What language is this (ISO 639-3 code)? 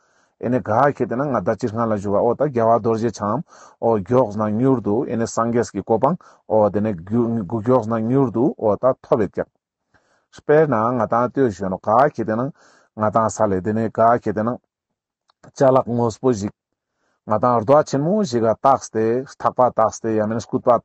lbj